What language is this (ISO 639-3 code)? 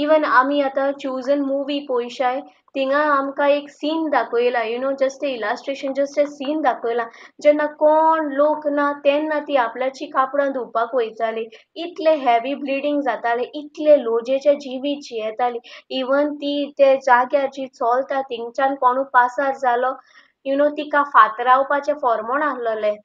kok